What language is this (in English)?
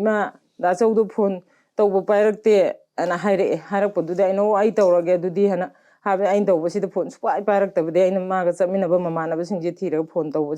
Manipuri